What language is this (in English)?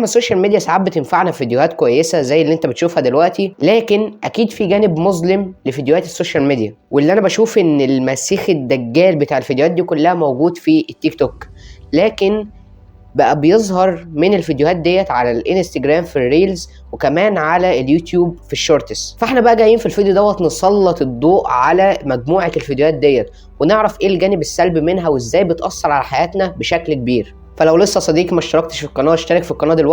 Egyptian Arabic